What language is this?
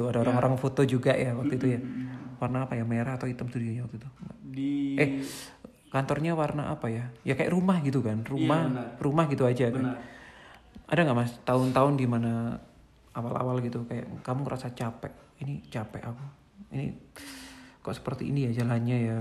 Indonesian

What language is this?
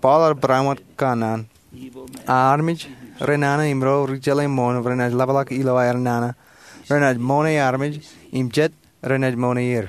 Marshallese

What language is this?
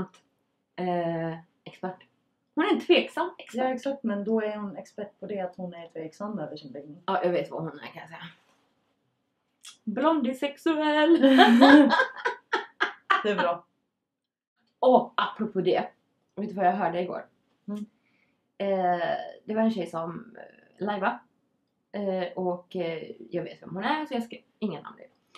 Swedish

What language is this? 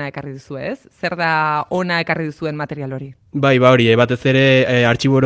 Basque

